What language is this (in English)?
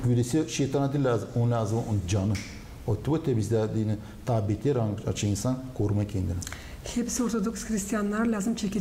Gagauz